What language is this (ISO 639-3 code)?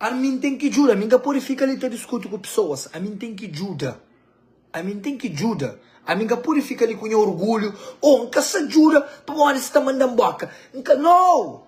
kea